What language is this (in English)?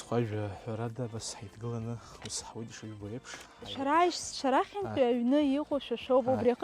Abkhazian